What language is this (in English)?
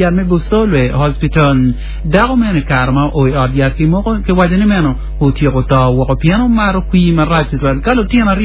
Acoli